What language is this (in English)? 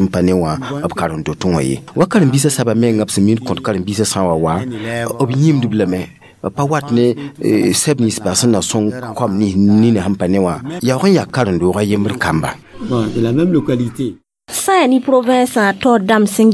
Mossi